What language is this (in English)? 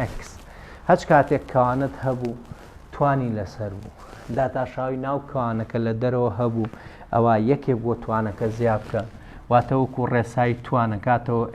Central Kurdish